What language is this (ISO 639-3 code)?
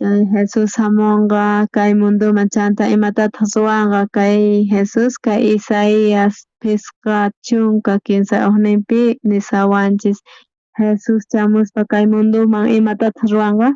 quh